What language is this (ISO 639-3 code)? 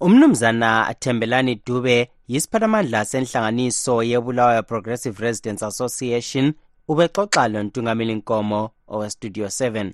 nde